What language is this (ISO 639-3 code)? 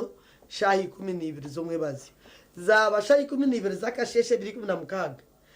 nyn